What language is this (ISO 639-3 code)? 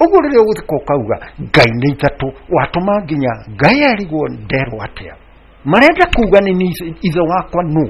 kik